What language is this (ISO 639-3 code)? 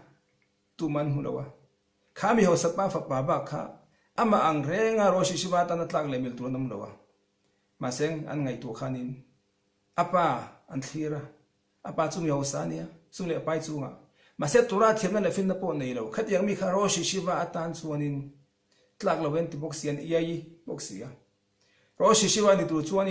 lus